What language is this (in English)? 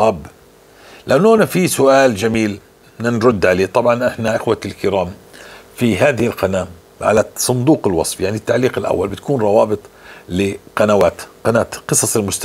North Levantine Arabic